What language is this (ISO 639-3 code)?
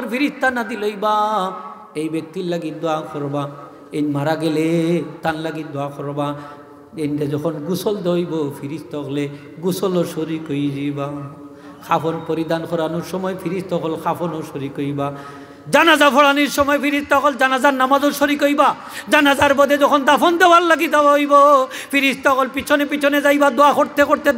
syl